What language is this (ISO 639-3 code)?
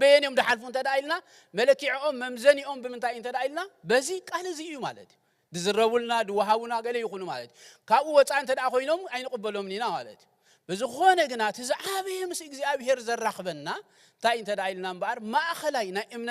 tir